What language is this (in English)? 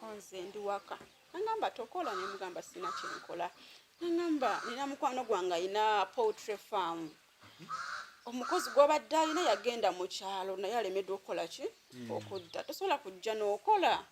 Ganda